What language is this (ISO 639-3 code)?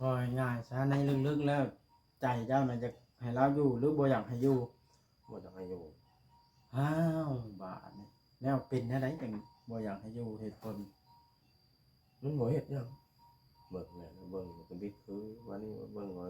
tts